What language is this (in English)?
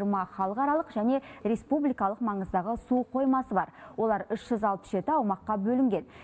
Kazakh